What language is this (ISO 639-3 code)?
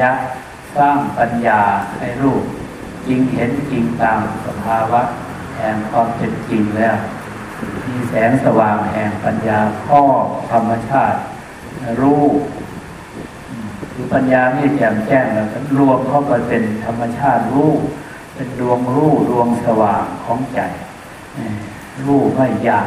tha